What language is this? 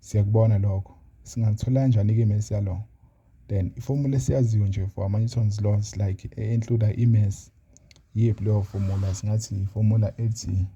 Zulu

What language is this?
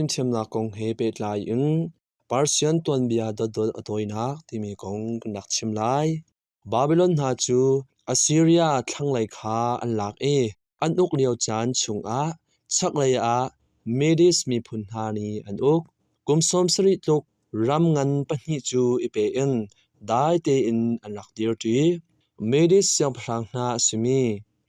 Hakha Chin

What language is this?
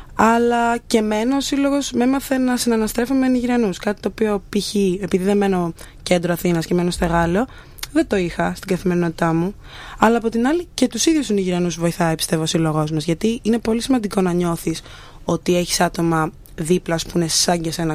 Greek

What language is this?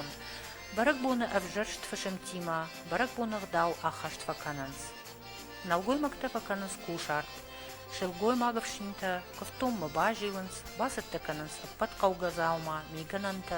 Ossetic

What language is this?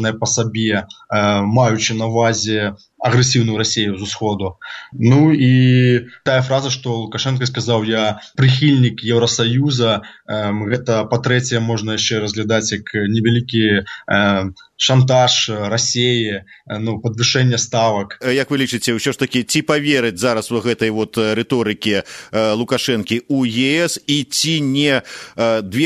Belarusian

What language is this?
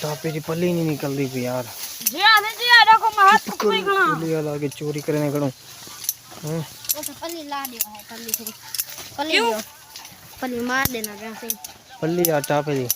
Saraiki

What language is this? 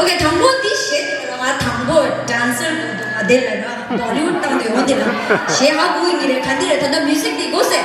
Tibetan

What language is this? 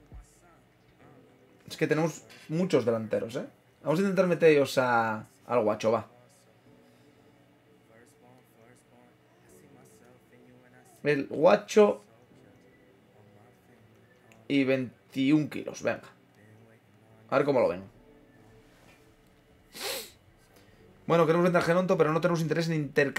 Spanish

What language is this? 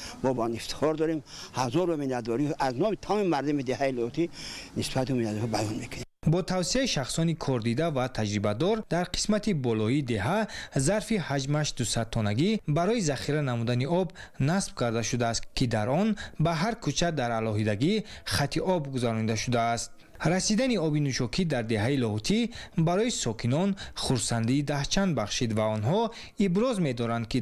Tajik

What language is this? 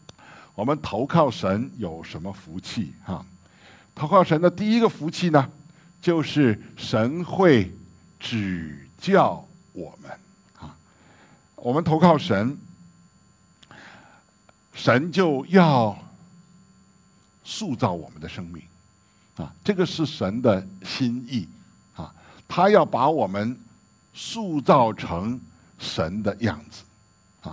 Chinese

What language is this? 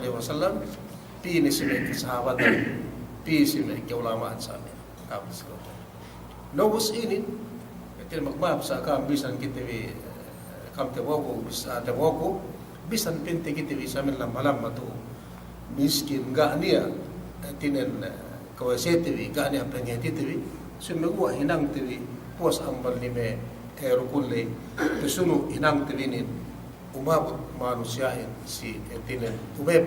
Yakan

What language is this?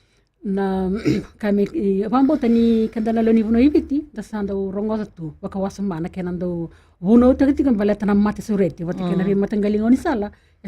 Fijian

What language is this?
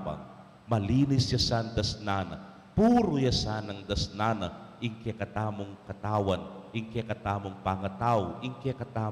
Pampanga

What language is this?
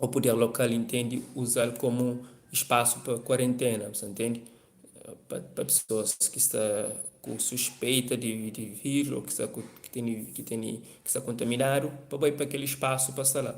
Kabuverdianu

